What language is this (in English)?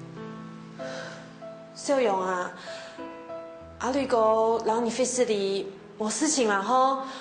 Hakka Chinese